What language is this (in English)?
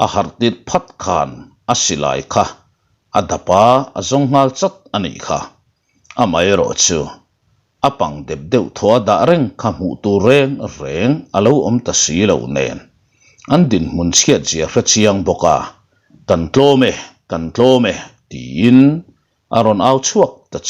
Mizo